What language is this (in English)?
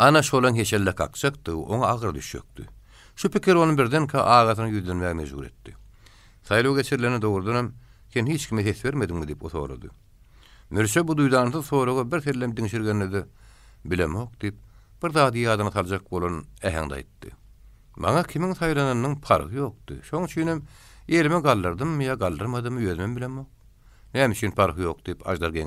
Turkmen